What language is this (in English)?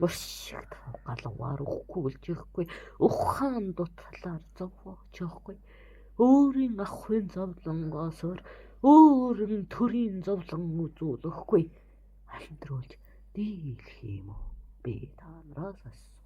Mongolian